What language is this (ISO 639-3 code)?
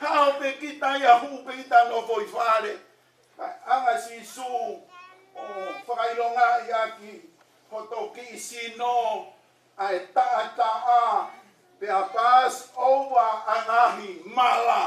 ton